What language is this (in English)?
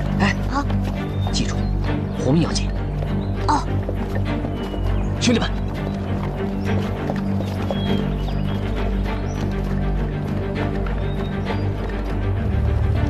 Chinese